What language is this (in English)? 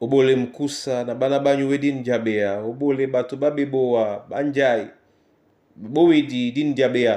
Duala